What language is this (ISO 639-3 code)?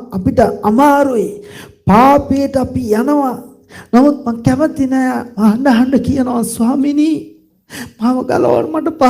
sin